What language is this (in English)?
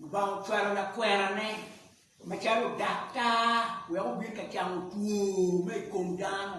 Acoli